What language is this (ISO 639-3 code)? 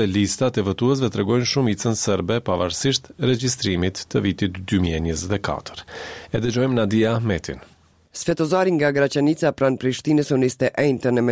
sqi